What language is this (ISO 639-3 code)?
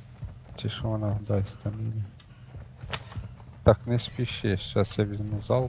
ukr